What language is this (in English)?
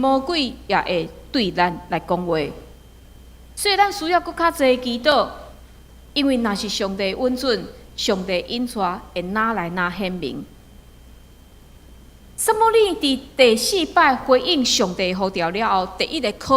Min Nan Chinese